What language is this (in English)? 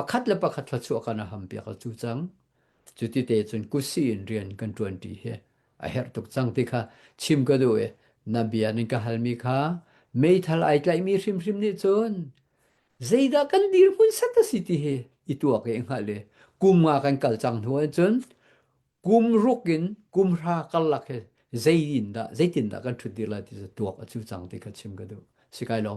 Hakha Chin